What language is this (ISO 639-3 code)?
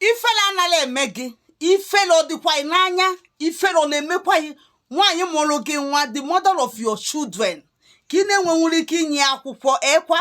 ibo